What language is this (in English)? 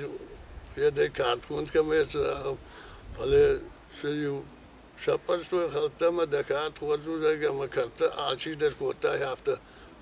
Ossetic